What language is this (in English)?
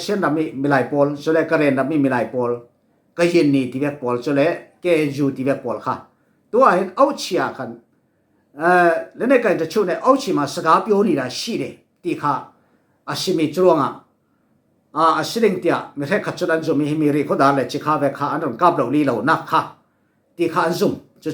Falam Chin